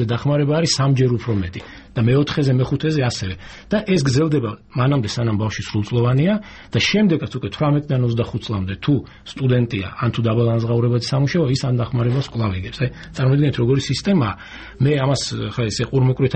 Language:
Georgian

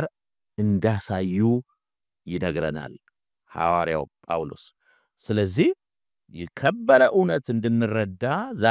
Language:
Amharic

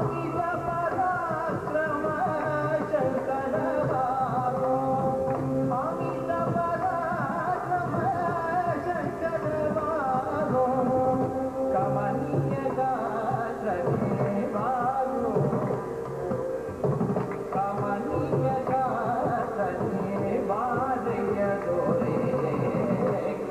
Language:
Kannada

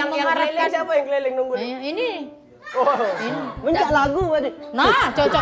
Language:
Musi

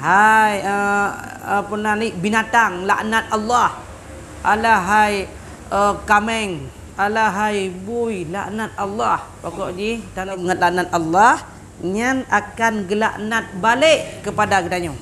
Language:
Achinese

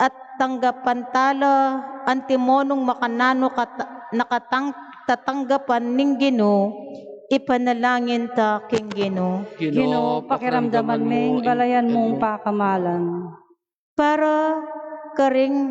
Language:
Pampanga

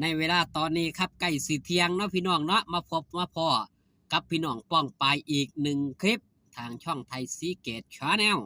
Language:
Northeastern Thai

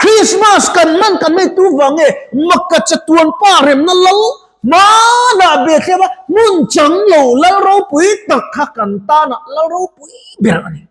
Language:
Mizo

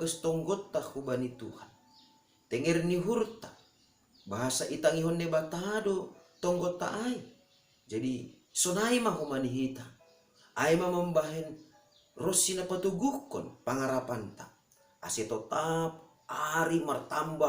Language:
Batak Simalungun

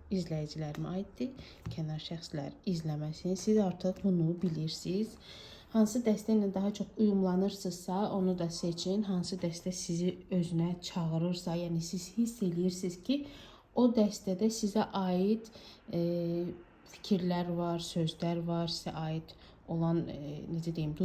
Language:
Azerbaijani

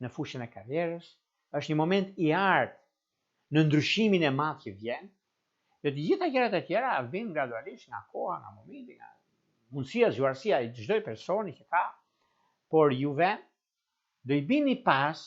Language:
Albanian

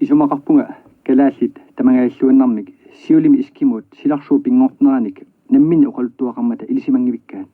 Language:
Kalaallisut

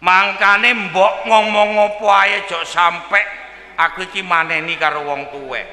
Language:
Javanese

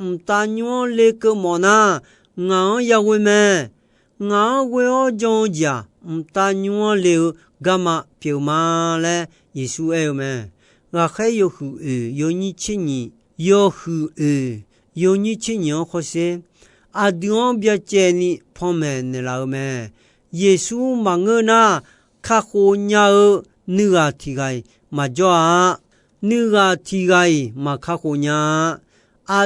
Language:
Akha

